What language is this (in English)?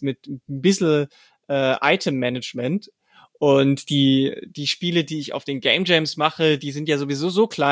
German